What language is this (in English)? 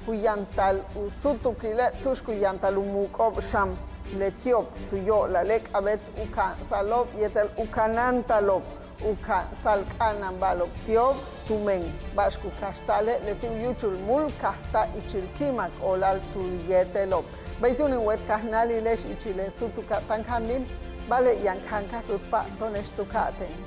Yucateco